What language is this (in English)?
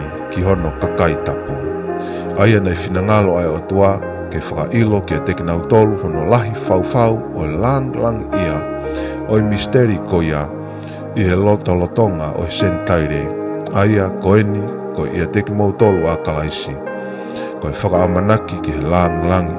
Tongan